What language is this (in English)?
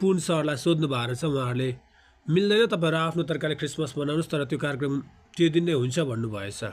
Nepali